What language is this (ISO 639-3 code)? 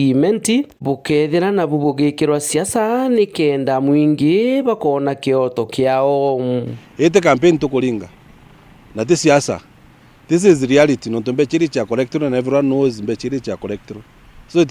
mer